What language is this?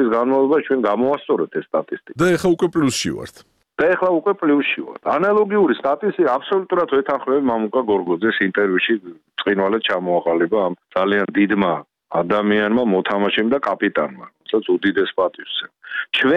Georgian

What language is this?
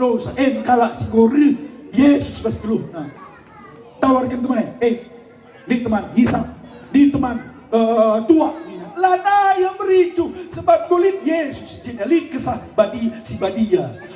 Batak Karo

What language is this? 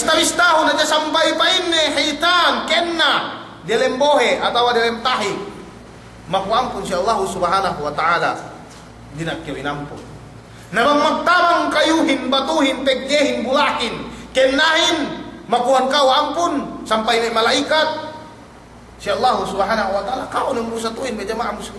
Yakan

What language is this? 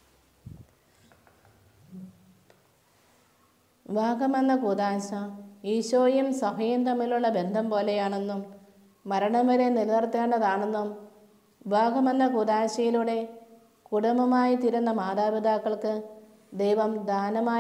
Malayalam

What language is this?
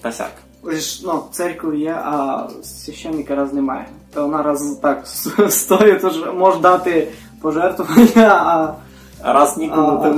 Rusyn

